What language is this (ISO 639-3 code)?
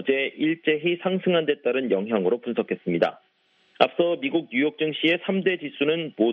kor